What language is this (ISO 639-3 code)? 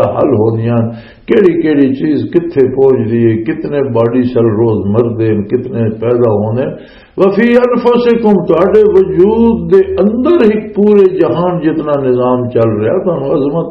lah